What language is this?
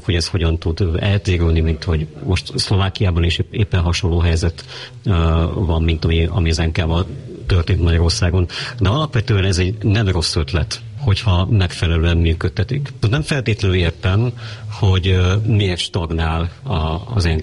Hungarian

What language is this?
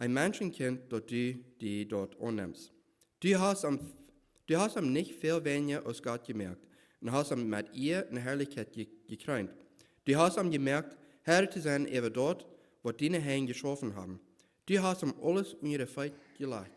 Plautdietsch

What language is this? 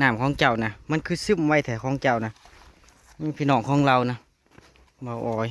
Northeastern Thai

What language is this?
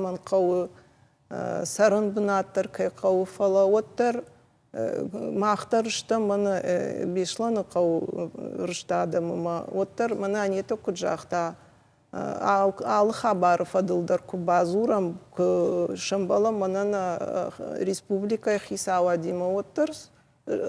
Ossetic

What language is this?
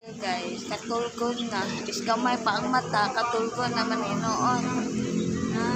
Cebuano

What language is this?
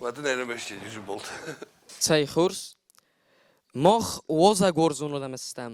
Ossetic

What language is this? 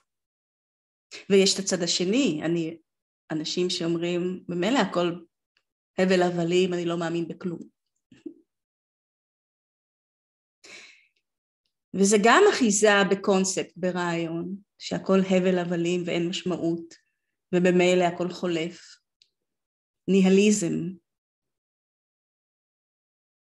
Hebrew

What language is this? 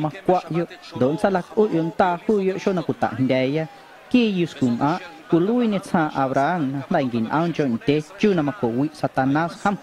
Guerrero Amuzgo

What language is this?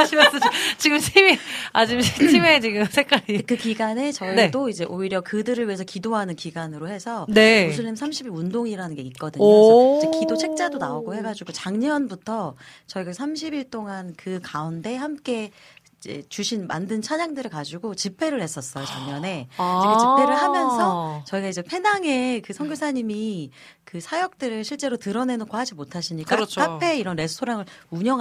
Korean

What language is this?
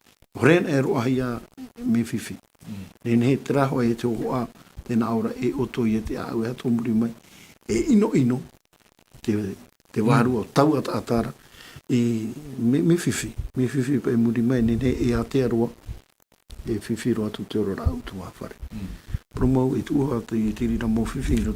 Tahitian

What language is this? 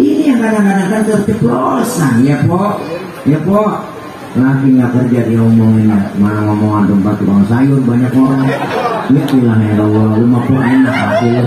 Betawi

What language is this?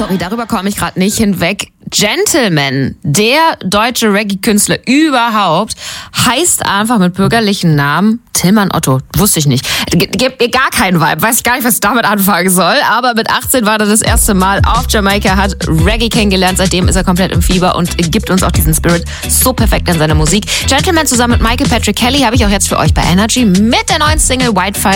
German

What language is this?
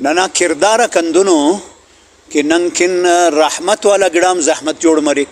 Brahui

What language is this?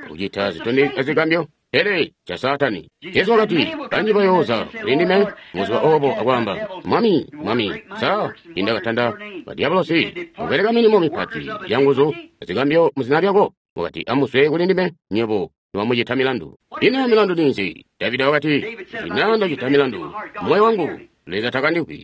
Tonga (Zambia)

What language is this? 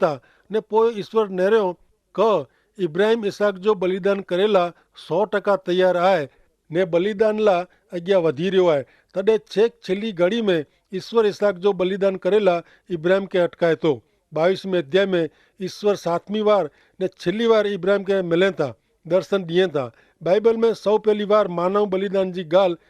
Kachhi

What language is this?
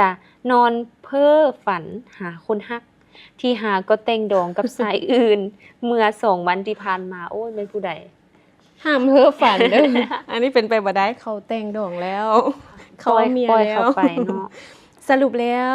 Lao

